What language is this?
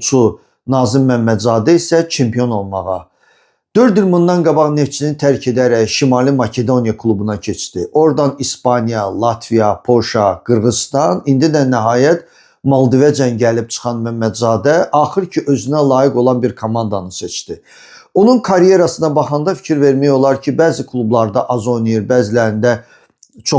Azerbaijani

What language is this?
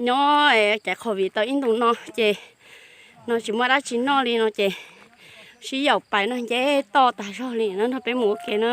Hmong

